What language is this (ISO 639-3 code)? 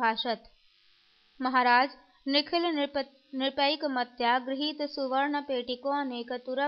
san